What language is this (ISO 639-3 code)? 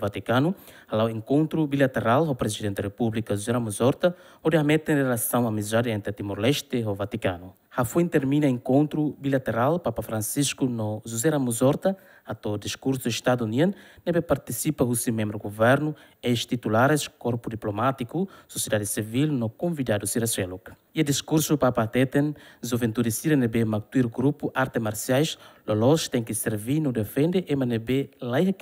tet